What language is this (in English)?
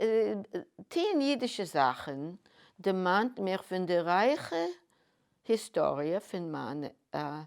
Yiddish